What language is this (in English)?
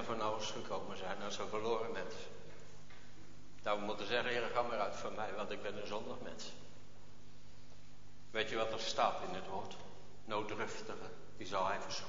Dutch